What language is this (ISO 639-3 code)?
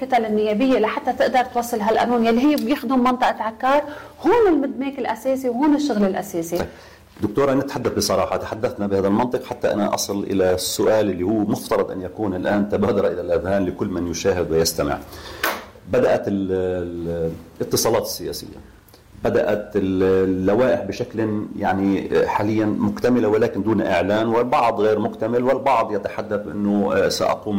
apc